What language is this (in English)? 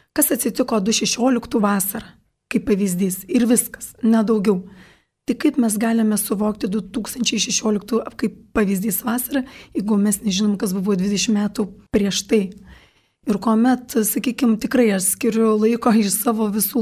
Lithuanian